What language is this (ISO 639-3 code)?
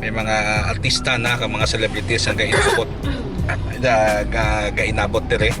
hil